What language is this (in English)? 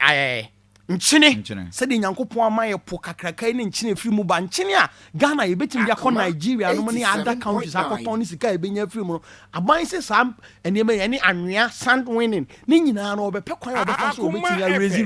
Akan